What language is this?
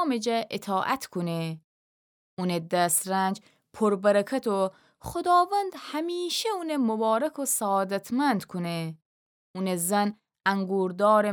Gilaki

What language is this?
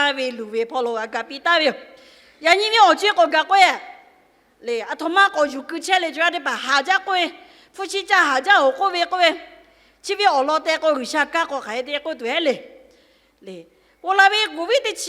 Lahu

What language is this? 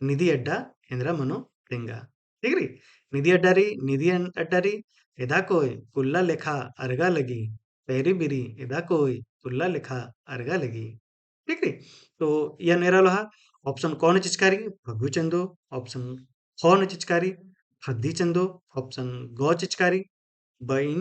Kurukh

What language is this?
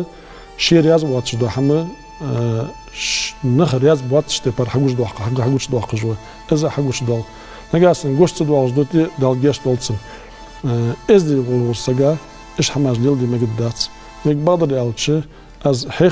Ingush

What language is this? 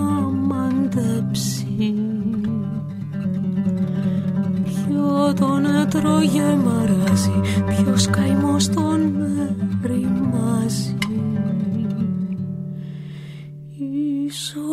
Greek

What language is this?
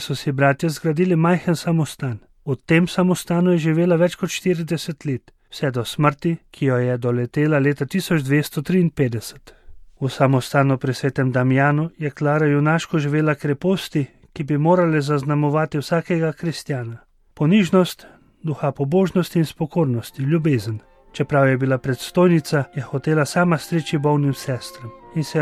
Slovenian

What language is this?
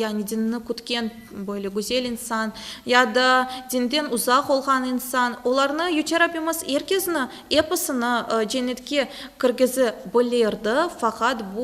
Crimean Tatar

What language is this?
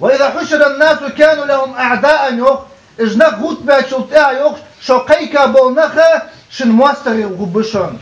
Ingush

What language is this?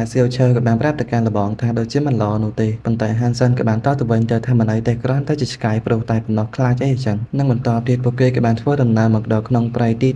Khmer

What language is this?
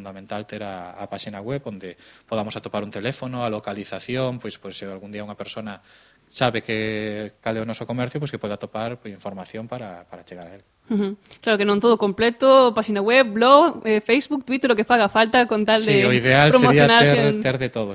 Galician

